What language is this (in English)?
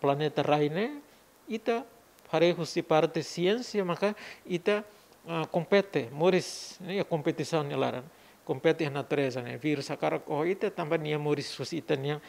Tetum